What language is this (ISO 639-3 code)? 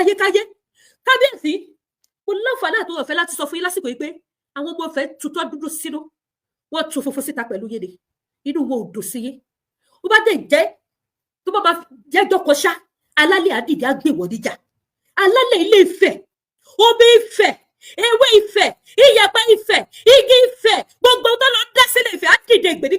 yor